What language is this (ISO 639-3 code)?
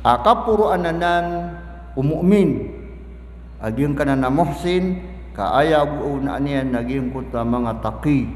mrw